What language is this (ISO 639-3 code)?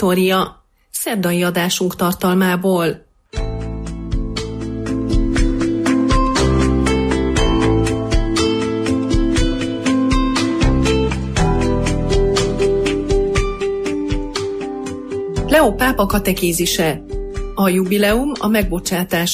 hun